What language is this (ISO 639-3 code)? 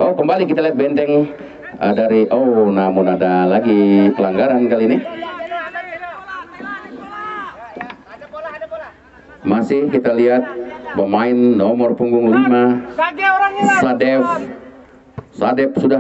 ind